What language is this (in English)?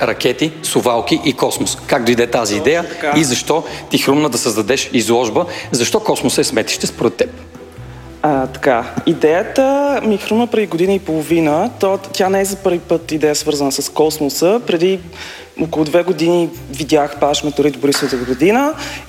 Bulgarian